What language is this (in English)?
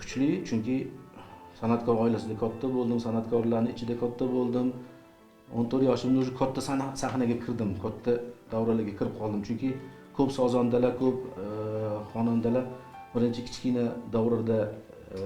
Uzbek